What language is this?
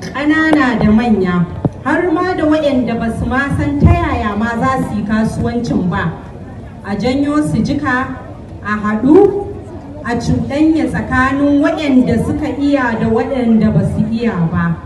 Hausa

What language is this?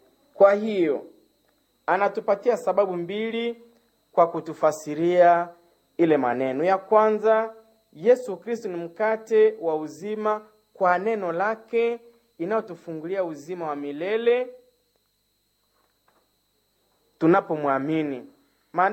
Swahili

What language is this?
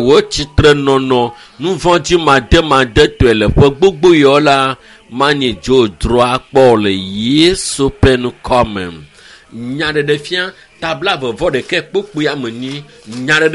Ewe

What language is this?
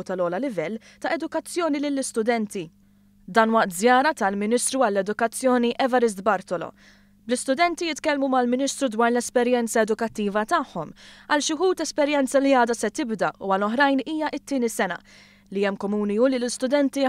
Maltese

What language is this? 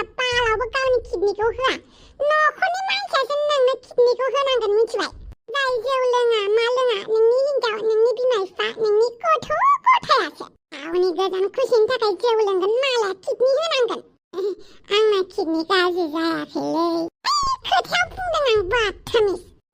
Bodo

